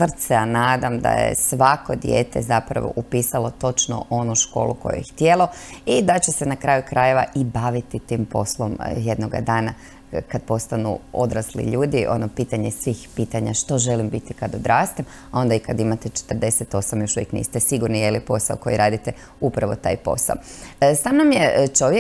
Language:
Croatian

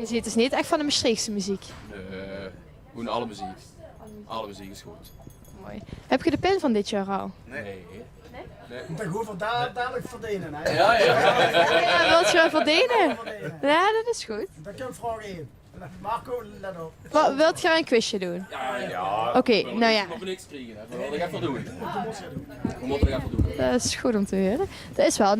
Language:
Limburgish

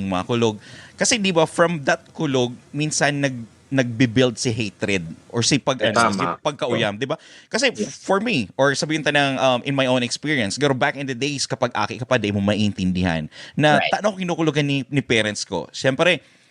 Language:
Bikol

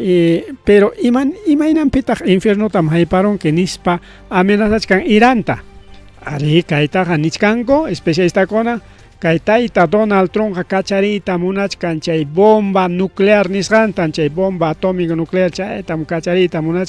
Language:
Ayacucho Quechua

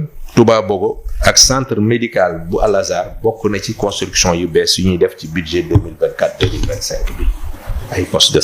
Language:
Wolof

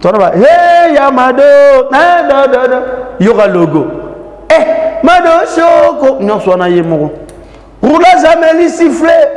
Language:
Lingala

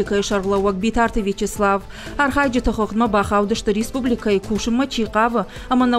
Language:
Ossetic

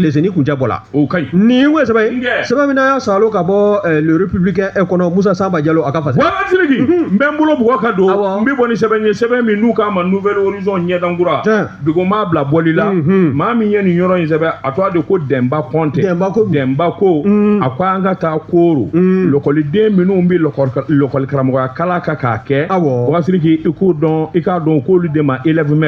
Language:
Bambara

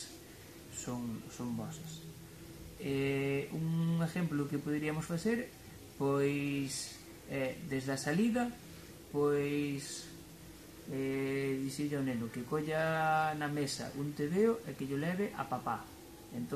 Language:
Galician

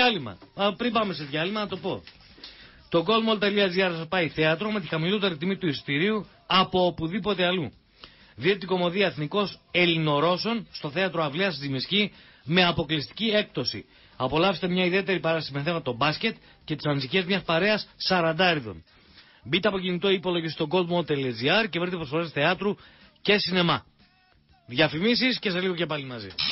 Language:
Greek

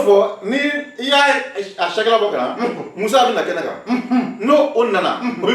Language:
Bambara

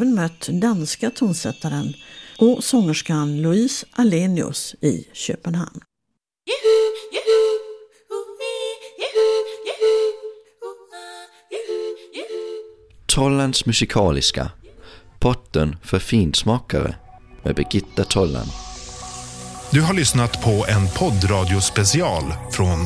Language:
Swedish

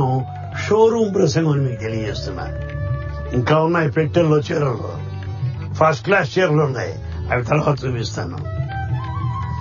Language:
Telugu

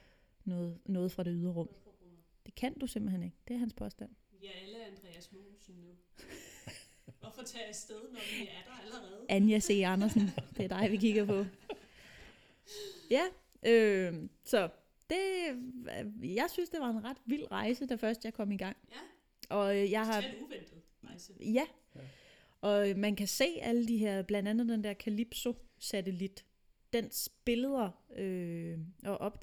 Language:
Danish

